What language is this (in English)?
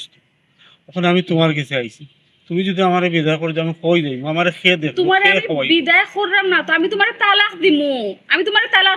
Sylheti